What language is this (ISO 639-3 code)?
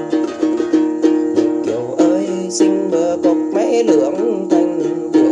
vie